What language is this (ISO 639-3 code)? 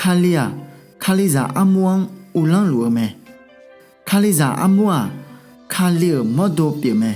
ahk